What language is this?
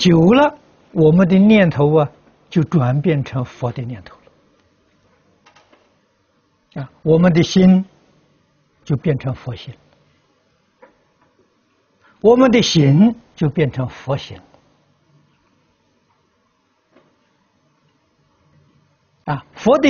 Chinese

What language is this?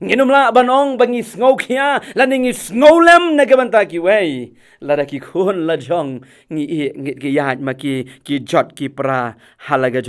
Khasi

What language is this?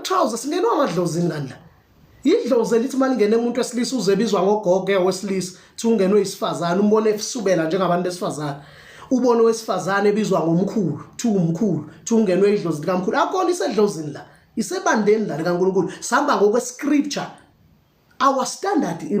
Zulu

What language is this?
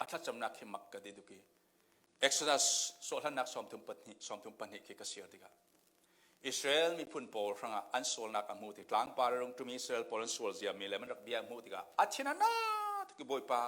Falam Chin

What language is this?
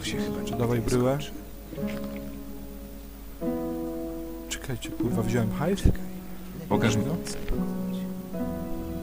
Polish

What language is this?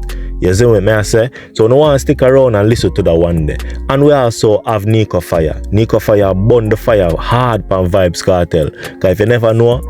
Jamaican Creole English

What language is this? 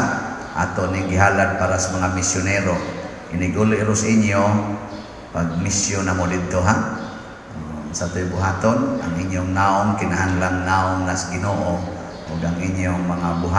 Cebuano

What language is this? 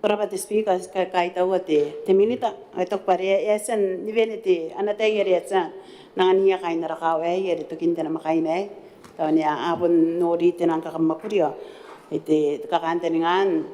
Gilbertese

